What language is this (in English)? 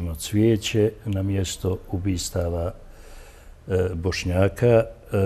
Bosnian